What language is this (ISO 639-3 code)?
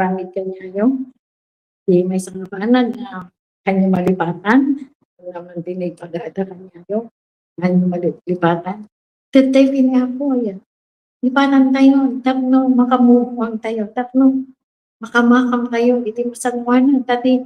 ilo